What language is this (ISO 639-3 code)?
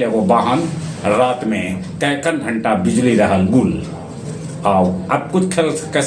mag